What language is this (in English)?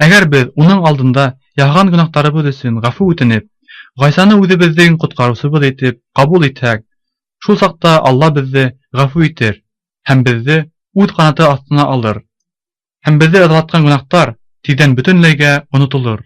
Bashkir